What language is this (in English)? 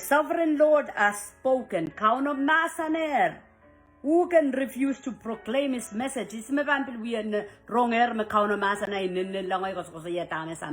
Pohnpeian